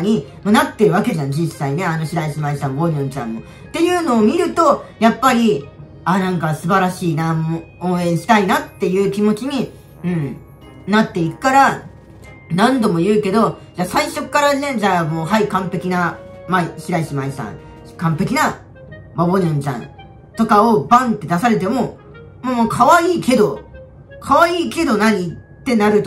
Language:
Japanese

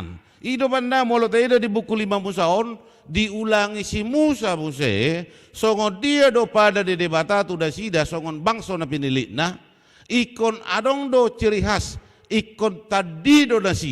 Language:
Batak Toba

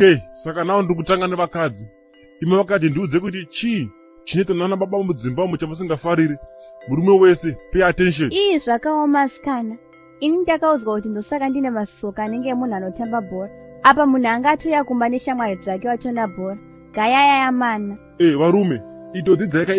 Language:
Shona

